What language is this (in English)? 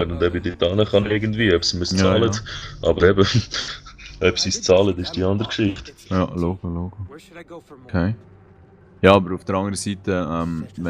Swiss German